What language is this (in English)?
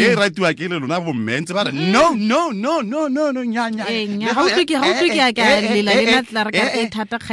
Tswana